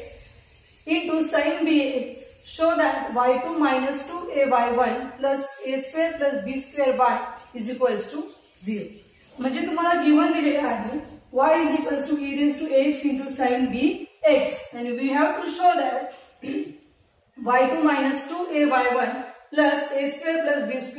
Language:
Marathi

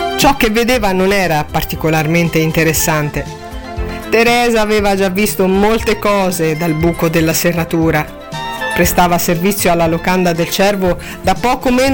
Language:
Italian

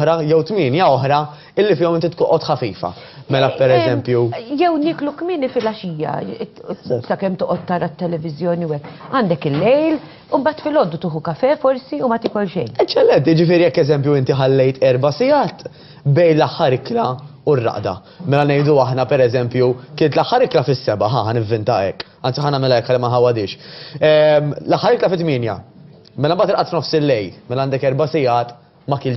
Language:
Maltese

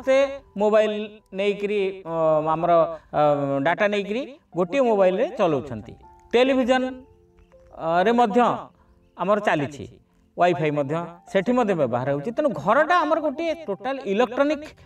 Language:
Odia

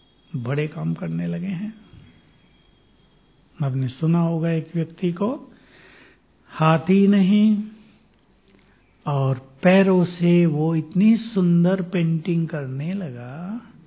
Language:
Hindi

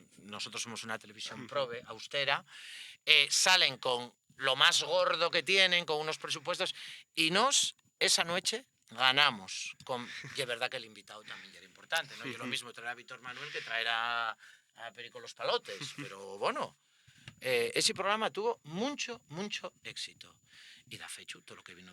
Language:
Asturian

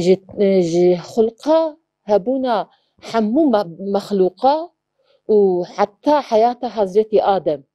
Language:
Kurdish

